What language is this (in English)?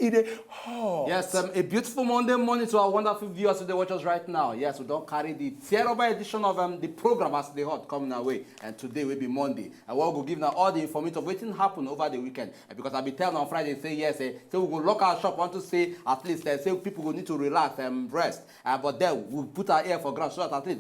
Nigerian Pidgin